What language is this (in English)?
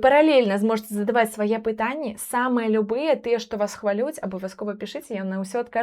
Belarusian